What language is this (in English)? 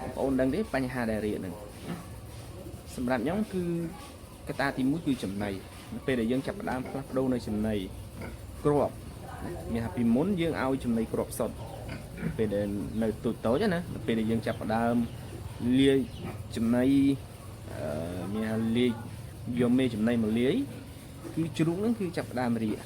Khmer